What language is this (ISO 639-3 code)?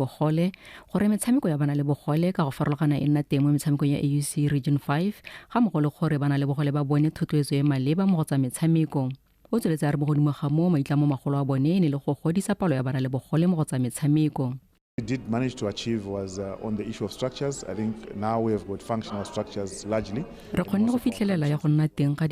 tsn